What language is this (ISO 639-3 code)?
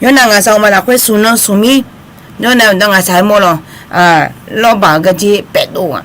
ahk